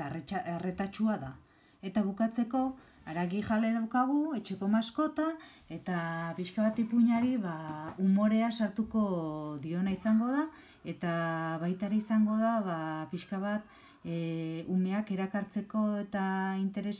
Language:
Basque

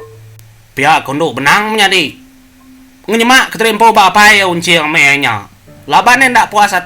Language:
Iban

